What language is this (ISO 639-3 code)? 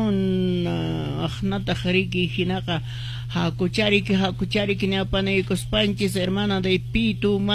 que